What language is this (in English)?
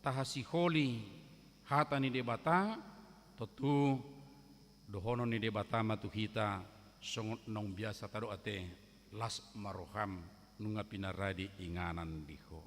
Batak Toba